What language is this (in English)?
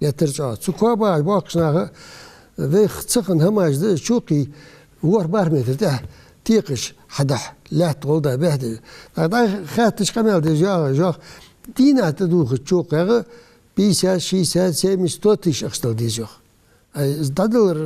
Ingush